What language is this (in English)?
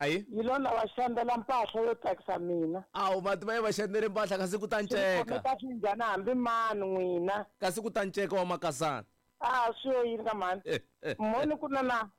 Tsonga